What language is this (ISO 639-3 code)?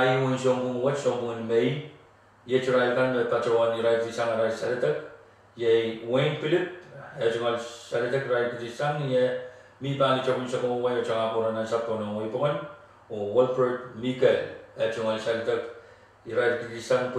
pon